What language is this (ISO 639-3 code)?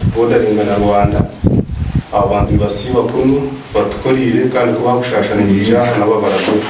nyn